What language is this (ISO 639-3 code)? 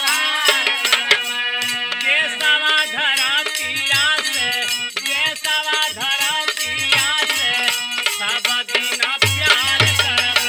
bho